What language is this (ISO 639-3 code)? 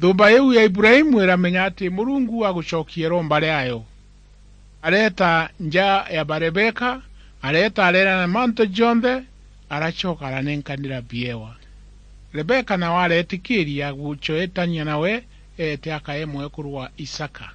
mer